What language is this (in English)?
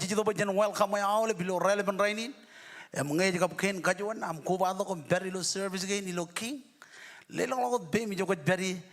Marshallese